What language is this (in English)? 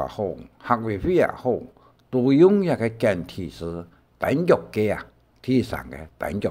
Hakka Chinese